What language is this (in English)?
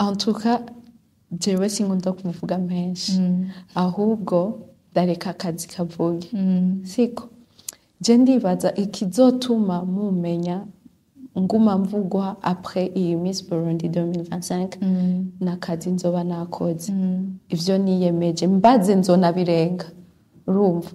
Rundi